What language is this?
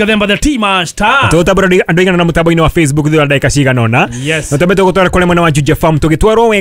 Kikuyu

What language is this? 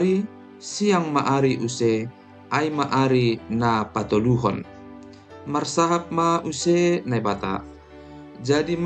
Batak Simalungun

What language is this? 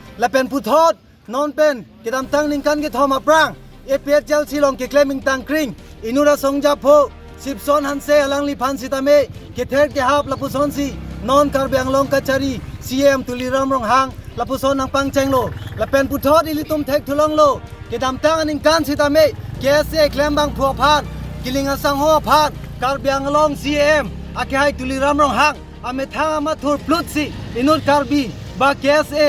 Karbi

